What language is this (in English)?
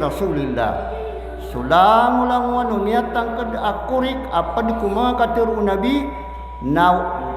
Maranao